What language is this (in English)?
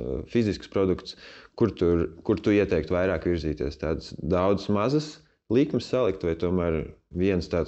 Latvian